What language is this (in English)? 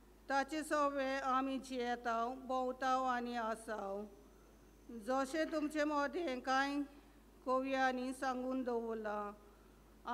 Konkani